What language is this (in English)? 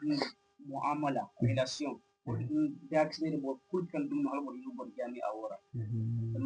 Zarma